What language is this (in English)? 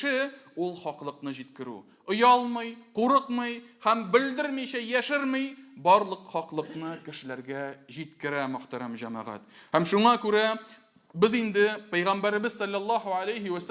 Tatar